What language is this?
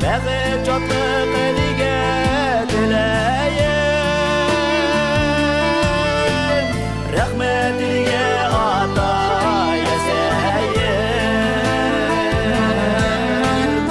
Bashkir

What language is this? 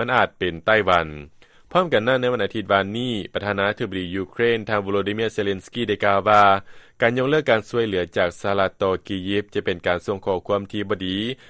Lao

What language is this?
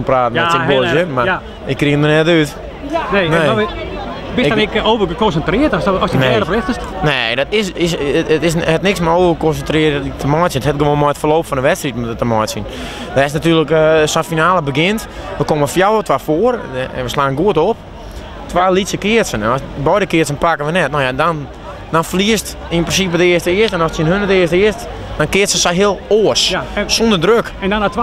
Western Frisian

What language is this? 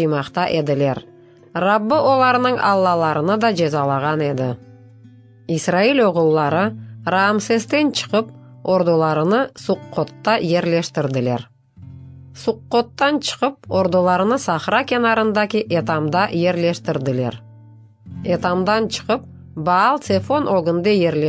Crimean Tatar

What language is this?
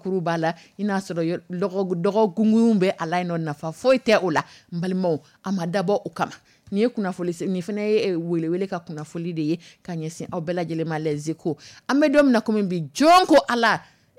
Dyula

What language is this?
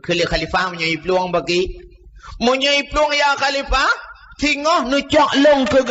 Achinese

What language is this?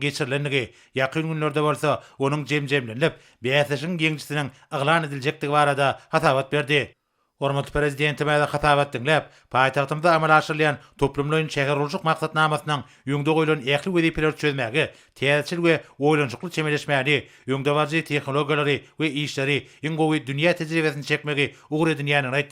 Turkmen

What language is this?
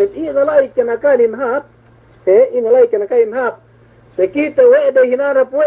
Yakan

